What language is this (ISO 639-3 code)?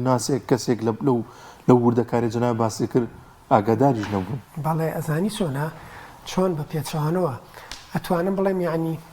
ckb